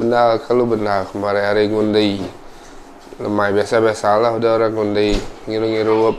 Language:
Iban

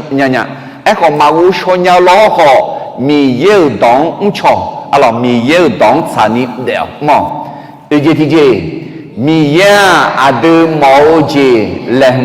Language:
Akha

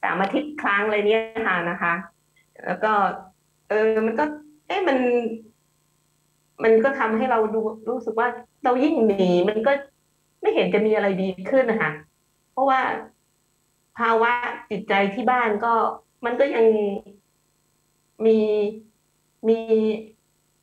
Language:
Thai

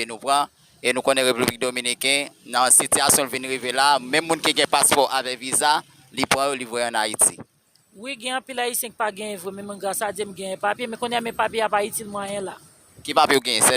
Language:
Haitian Creole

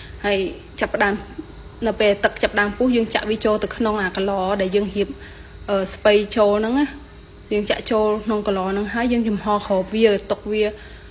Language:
Khmer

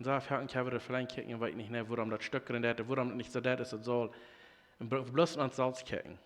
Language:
Plautdietsch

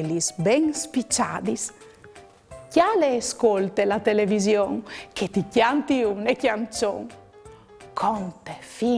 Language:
Friulian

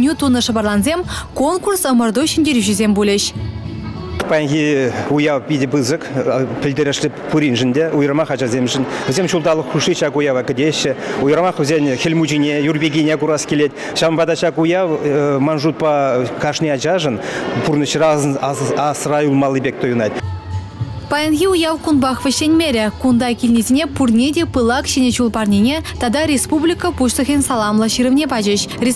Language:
Chuvash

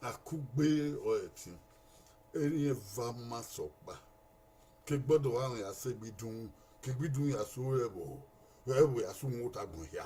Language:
Bini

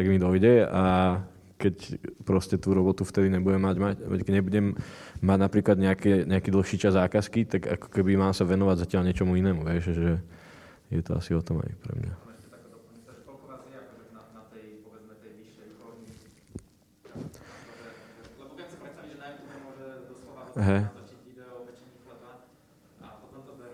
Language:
Slovak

